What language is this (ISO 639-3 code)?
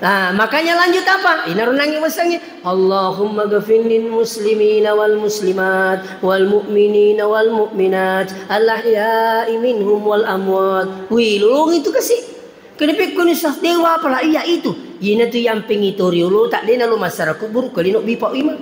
bug